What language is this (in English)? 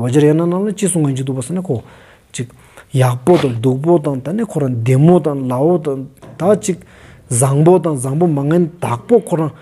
Stod Bhoti